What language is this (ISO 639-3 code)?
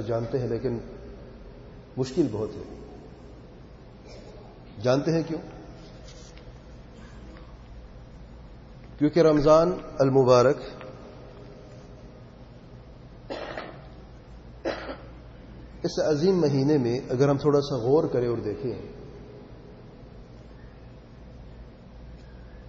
urd